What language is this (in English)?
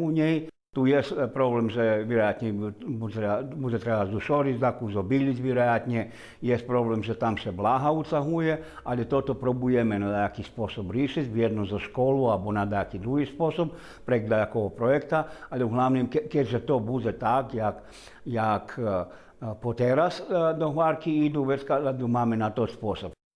Rusyn